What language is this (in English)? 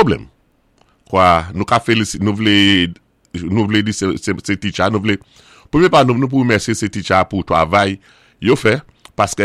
Saint Lucian Creole French